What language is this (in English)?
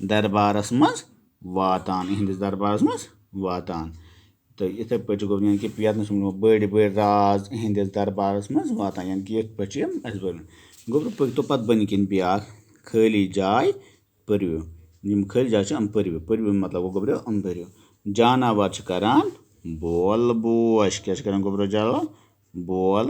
Kashmiri